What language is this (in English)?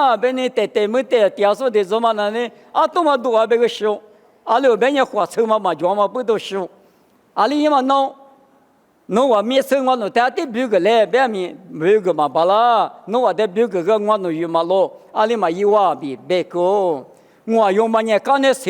Lisu